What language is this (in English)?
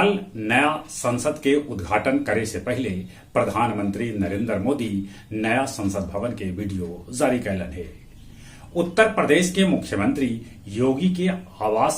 Magahi